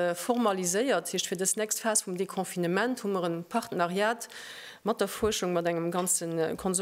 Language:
Luxembourgish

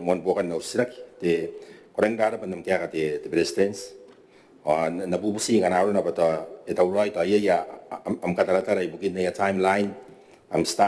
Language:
Gilbertese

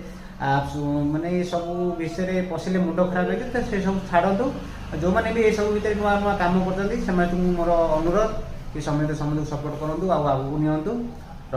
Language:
Odia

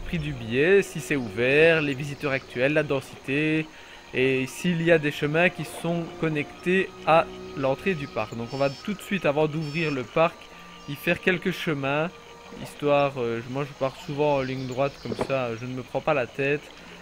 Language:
French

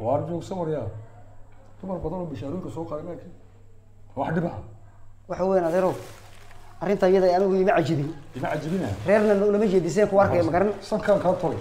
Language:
Somali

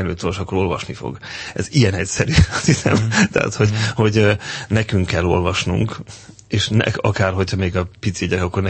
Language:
Hungarian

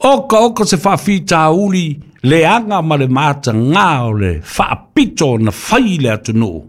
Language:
Samoan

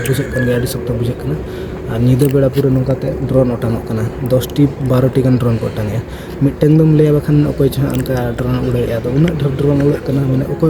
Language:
Santali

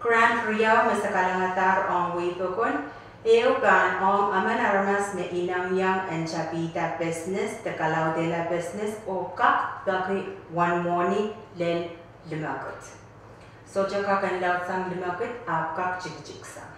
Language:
Pohnpeian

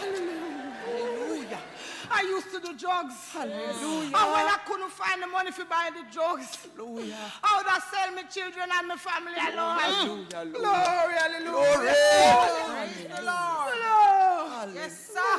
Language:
Jamaican Creole English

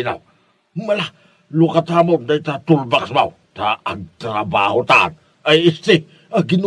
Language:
Iloko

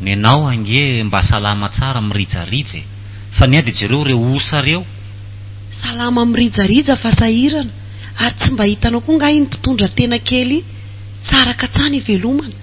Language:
Malagasy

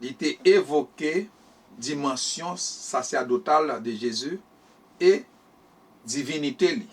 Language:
Haitian Creole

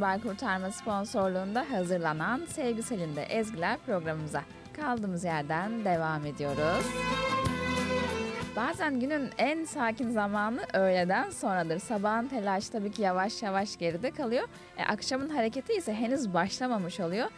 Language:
Turkish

